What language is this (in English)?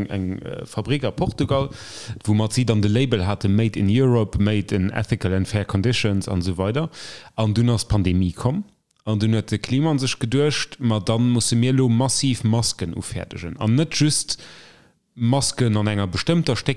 Luxembourgish